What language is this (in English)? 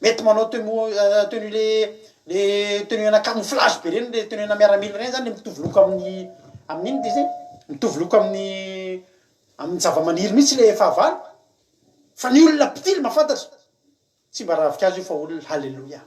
Malagasy